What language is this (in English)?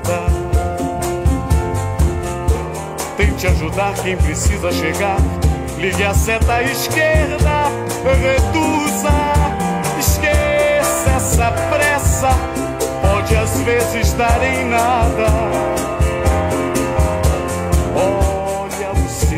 Portuguese